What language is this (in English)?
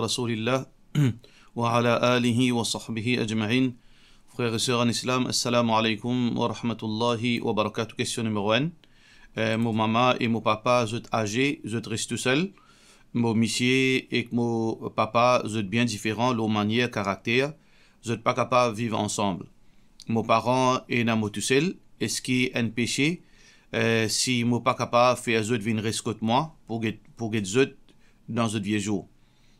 Morisyen